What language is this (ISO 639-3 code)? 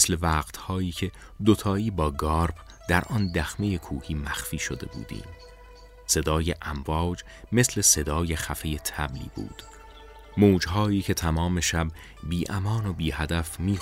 fas